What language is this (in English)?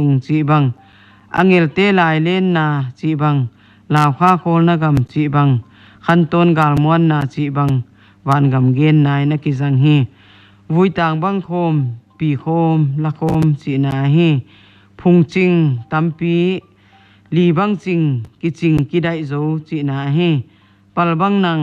Paite Chin